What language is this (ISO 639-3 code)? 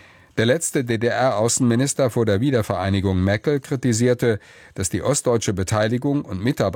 deu